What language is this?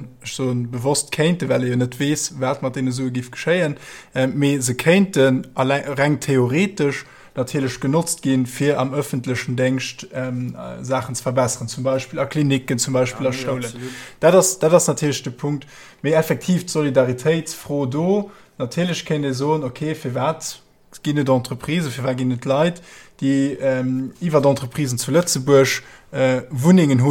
Luxembourgish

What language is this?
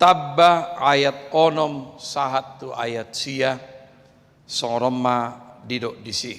Batak Toba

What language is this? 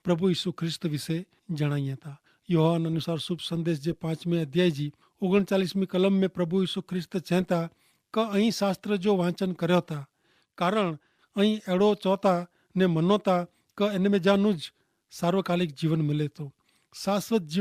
Kachhi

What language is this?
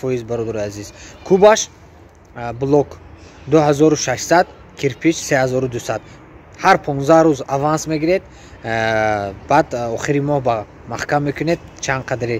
Tajik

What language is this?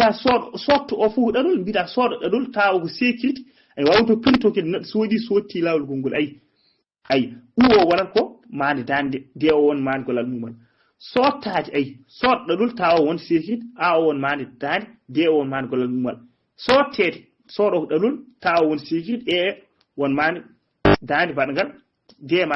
Fula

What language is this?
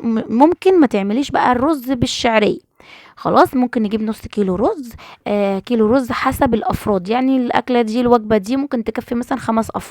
Egyptian Arabic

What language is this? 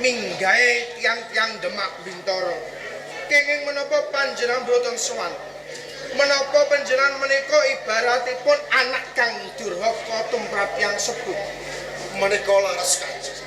Javanese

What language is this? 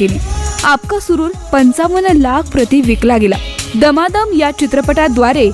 Marathi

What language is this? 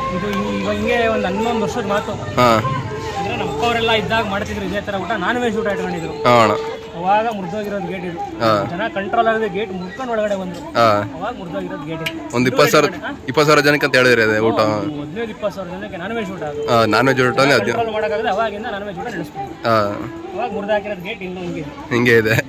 Kannada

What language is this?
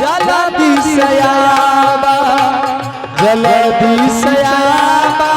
Angika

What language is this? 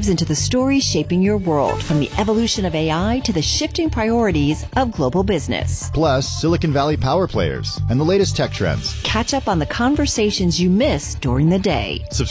English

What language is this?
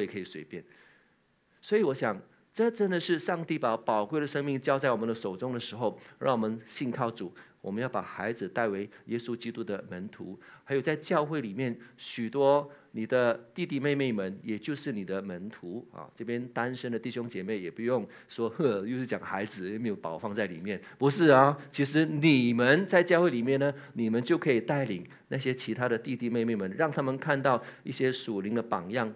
Chinese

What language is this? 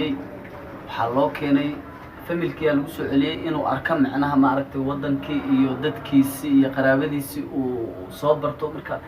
Somali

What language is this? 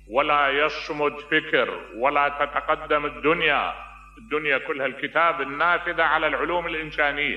Mesopotamian Arabic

